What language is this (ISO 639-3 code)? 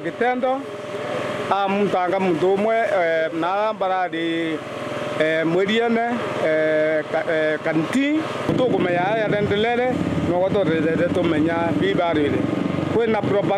mer